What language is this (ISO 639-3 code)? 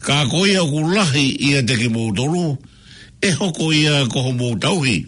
ton